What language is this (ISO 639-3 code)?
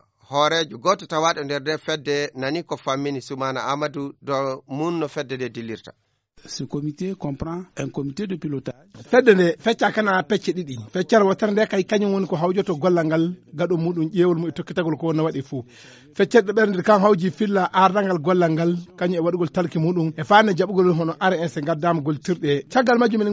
fuv